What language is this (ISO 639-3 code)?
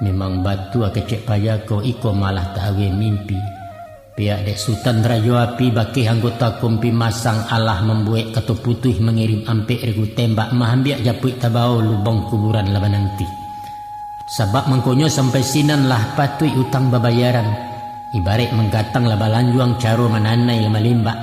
min